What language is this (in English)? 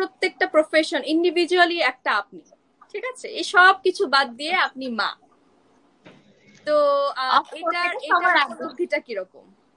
Bangla